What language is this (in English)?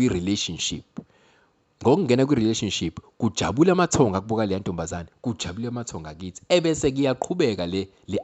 Zulu